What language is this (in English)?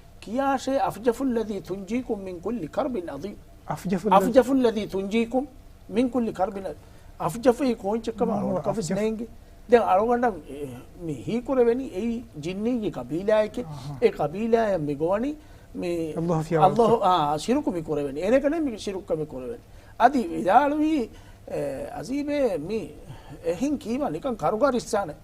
Divehi